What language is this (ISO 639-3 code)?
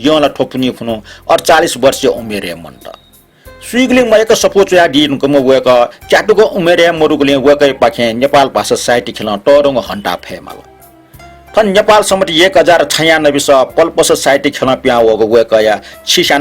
new